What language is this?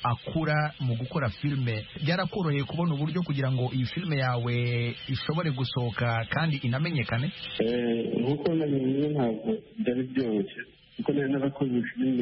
Kinyarwanda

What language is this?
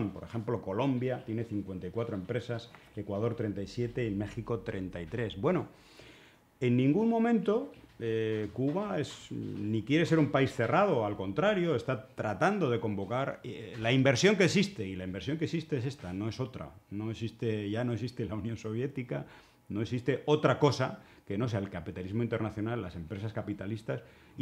Spanish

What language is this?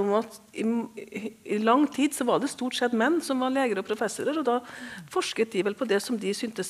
Norwegian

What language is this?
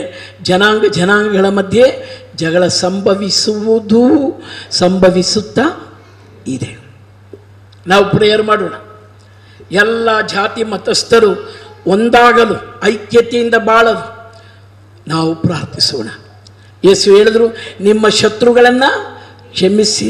Kannada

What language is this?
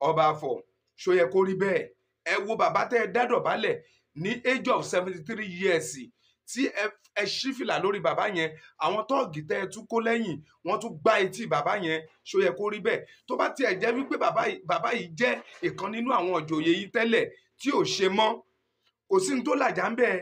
Yoruba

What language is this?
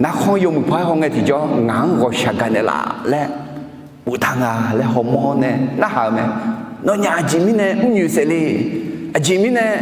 Akha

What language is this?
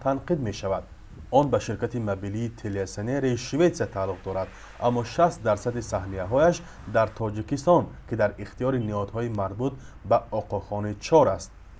Tajik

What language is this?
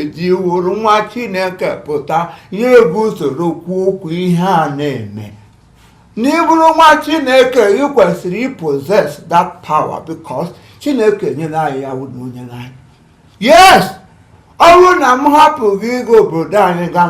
Igbo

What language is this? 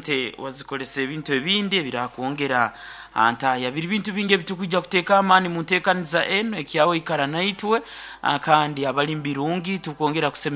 Nyoro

